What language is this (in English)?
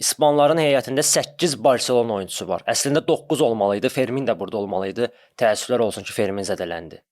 Azerbaijani